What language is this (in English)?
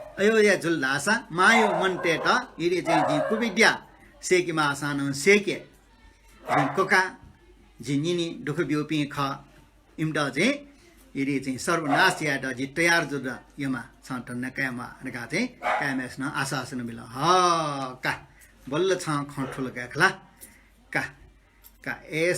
Newari